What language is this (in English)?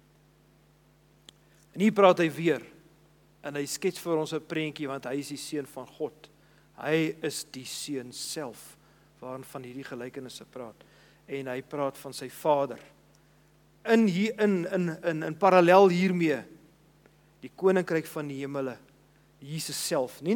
Afrikaans